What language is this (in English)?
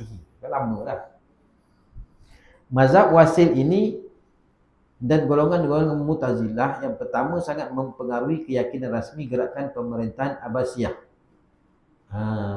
Malay